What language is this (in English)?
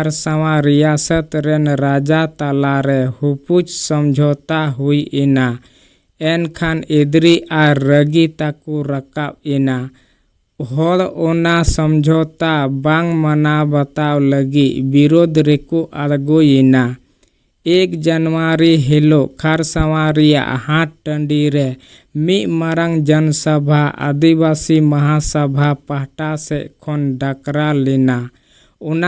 Santali